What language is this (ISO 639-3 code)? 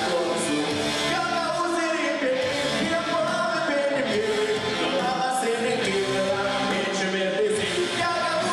gag